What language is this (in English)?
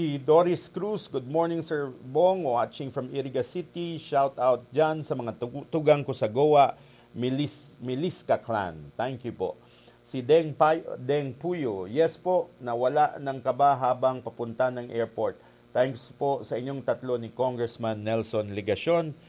Bikol